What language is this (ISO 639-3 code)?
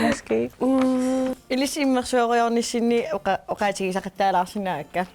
kal